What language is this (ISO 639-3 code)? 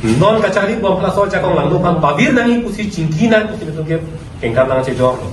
mjw